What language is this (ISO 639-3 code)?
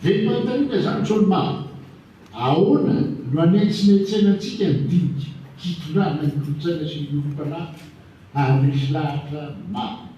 mlg